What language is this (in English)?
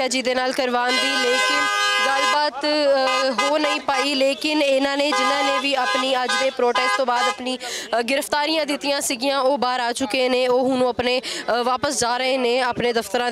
Punjabi